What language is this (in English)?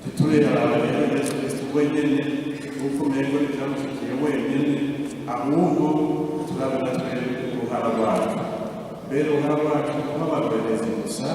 Rundi